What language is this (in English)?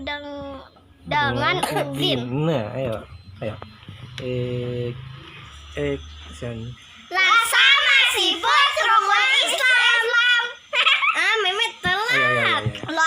Betawi